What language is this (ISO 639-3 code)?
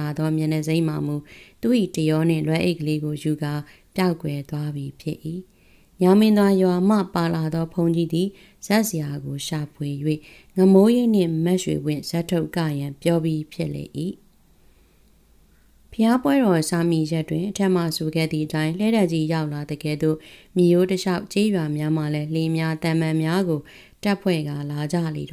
mya